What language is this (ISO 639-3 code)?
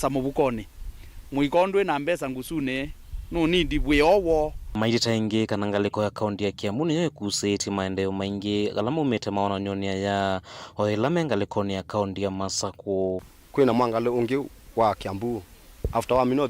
kam